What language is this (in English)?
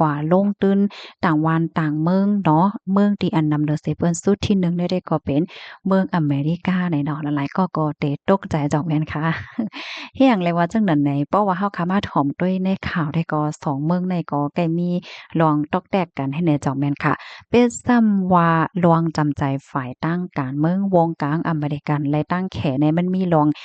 Shan